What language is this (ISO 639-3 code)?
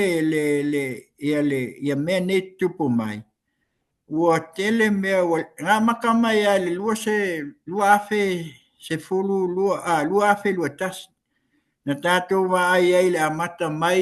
smo